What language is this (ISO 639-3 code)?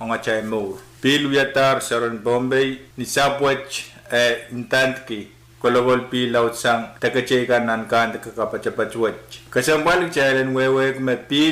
pon